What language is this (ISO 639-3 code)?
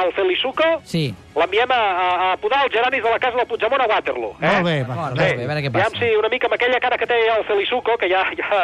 cat